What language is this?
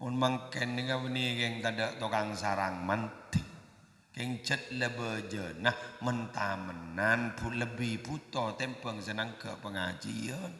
Madurese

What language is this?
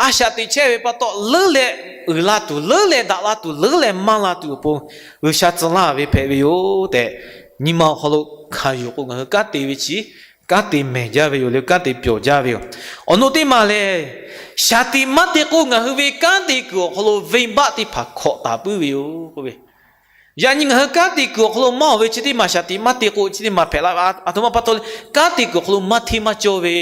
Lahu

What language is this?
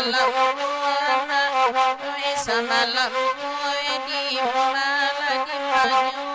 Minangkabau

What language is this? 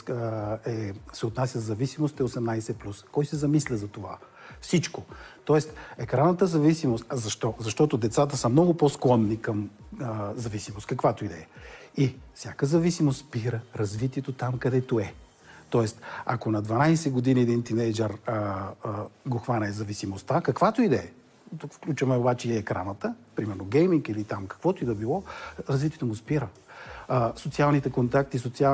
Bulgarian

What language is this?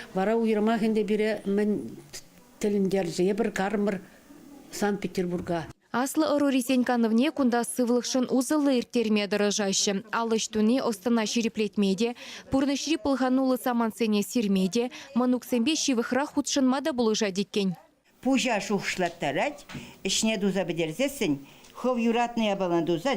Chuvash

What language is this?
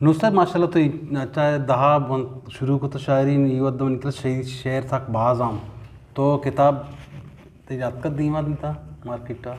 Eastern Balochi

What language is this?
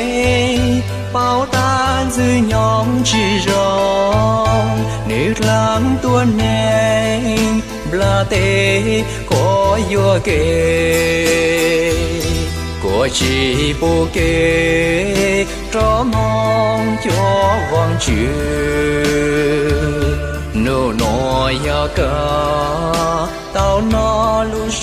Hmong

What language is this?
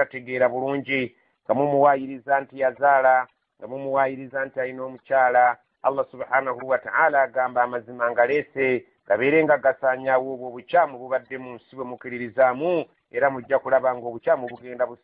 Ganda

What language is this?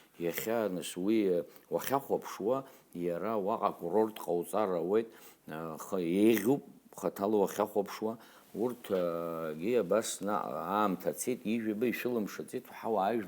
Abkhazian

